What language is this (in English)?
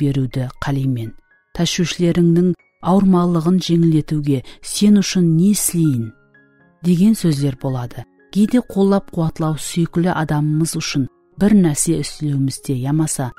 Kara-Kalpak